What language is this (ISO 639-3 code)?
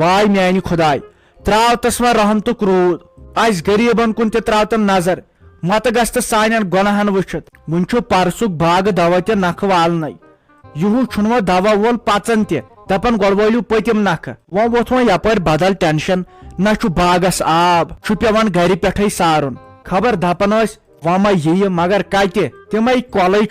kas